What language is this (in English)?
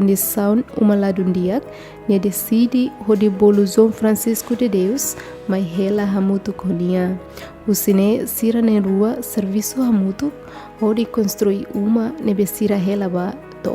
Tetum